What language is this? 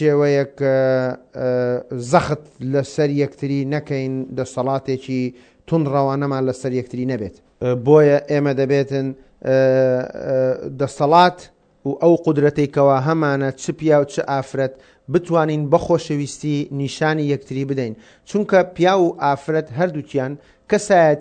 Central Kurdish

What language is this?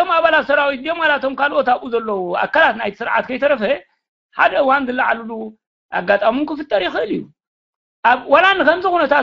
Tigrinya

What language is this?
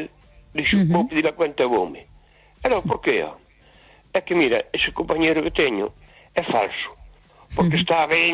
Galician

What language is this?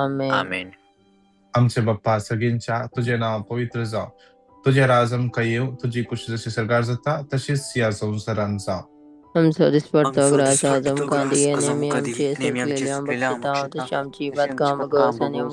Konkani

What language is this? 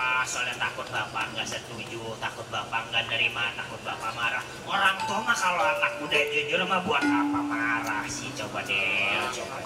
Betawi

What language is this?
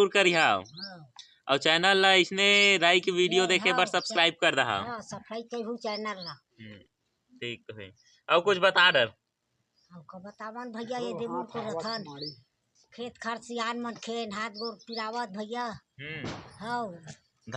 Chhattisgarhi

